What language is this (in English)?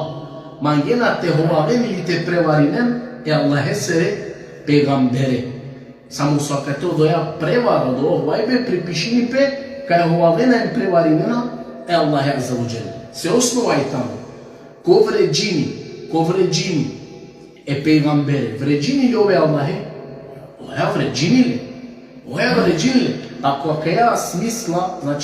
Balkan Romani